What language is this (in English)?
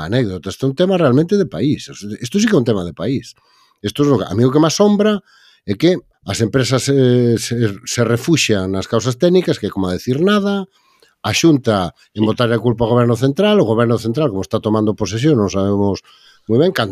Galician